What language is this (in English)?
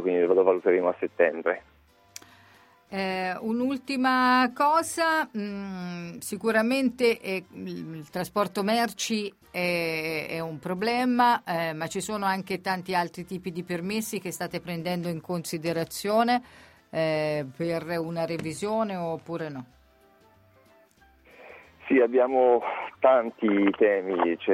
Italian